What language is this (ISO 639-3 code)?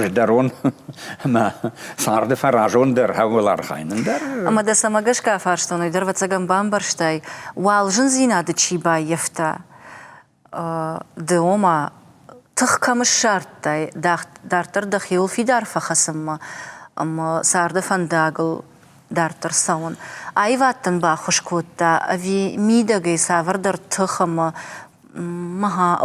oss